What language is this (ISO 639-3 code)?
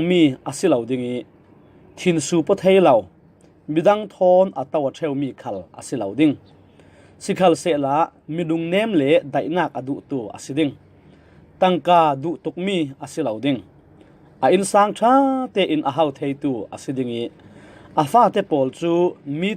cfm